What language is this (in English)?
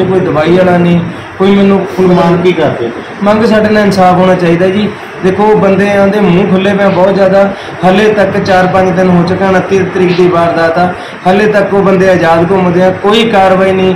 Punjabi